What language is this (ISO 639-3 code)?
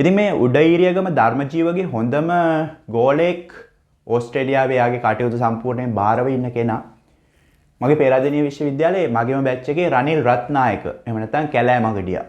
sin